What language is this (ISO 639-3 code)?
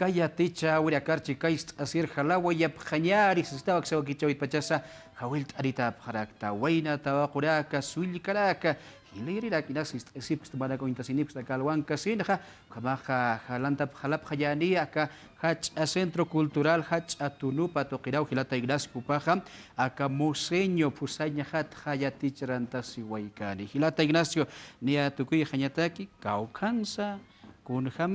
aym